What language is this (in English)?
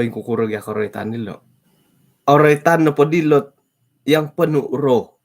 Central Dusun